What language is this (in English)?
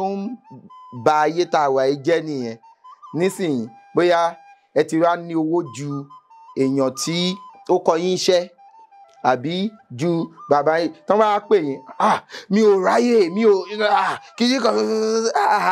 Yoruba